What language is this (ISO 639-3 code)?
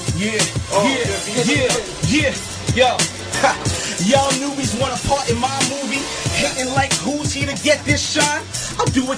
eng